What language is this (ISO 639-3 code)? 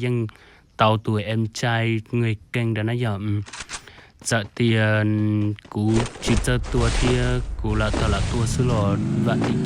hmn